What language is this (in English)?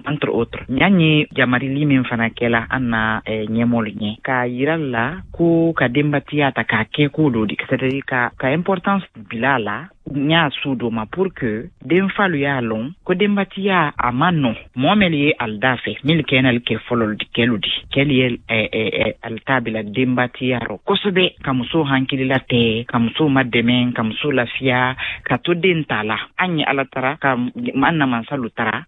Bambara